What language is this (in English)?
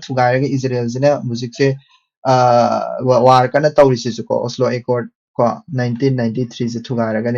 Manipuri